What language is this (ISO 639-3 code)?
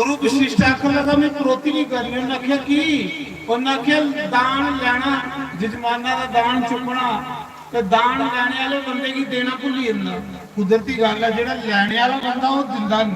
doi